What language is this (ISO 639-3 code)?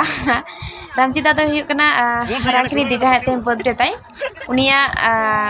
sat